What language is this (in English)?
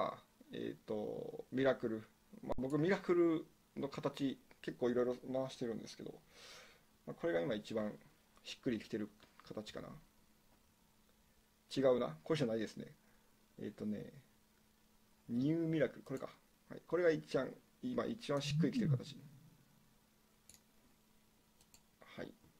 Japanese